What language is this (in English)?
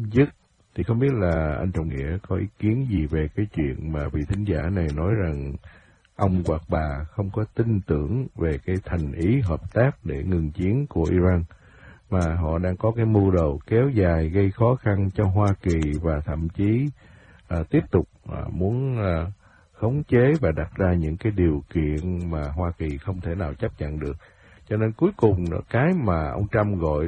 Vietnamese